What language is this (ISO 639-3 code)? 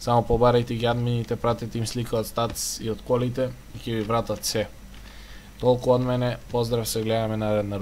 mkd